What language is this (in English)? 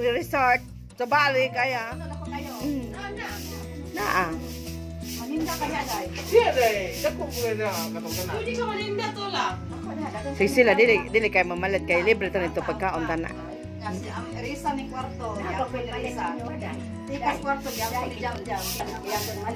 Cebuano